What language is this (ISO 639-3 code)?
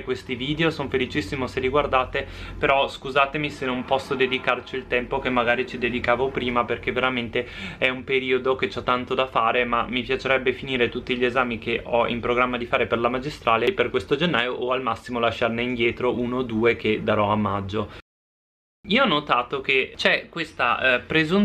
ita